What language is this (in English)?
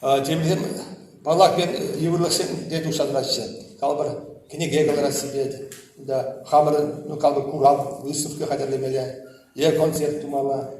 Chuvash